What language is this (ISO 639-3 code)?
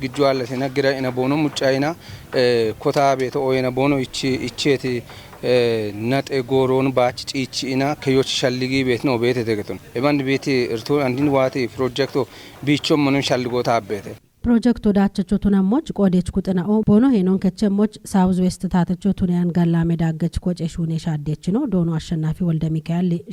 kbr